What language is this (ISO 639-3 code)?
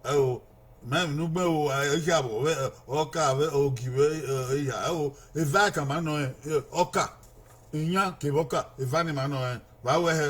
bin